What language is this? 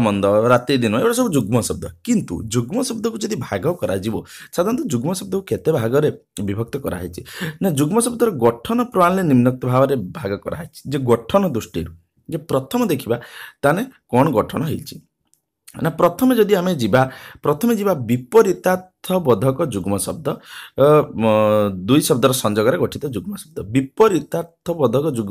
Odia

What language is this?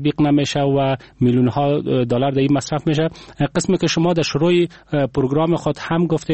Persian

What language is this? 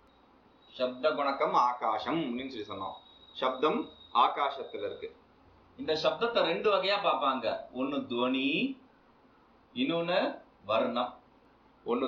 Tamil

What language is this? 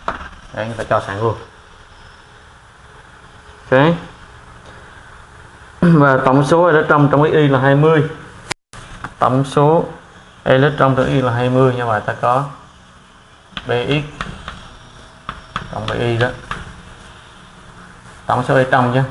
Vietnamese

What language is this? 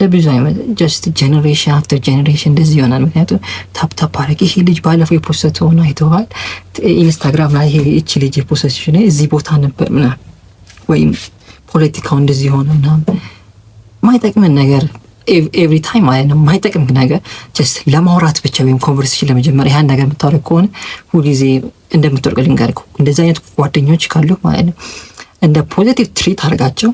Amharic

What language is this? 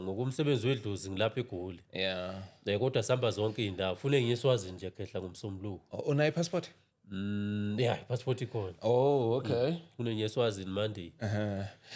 Zulu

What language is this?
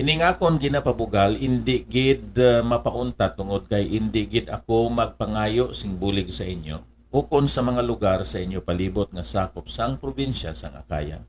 Hiligaynon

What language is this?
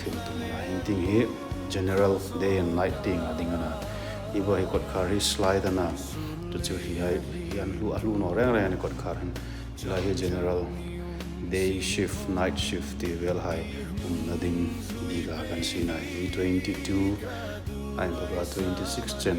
Hmar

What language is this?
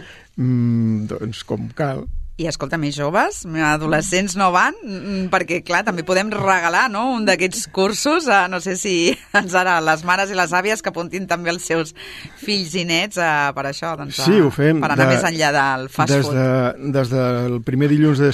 Catalan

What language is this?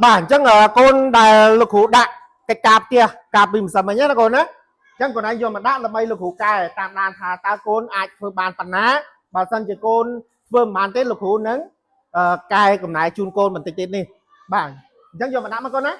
Khmer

